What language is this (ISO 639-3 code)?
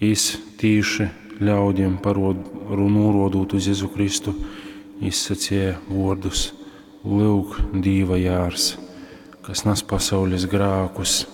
ltg